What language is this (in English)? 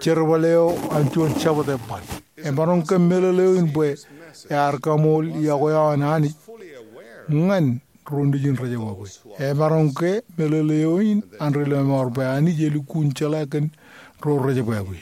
Marshallese